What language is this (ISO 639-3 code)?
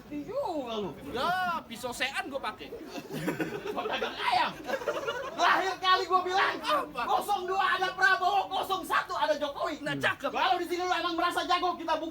bew